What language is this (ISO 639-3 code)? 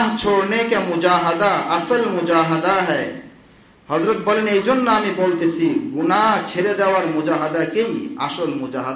ben